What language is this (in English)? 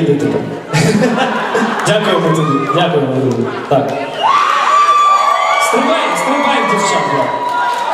Ukrainian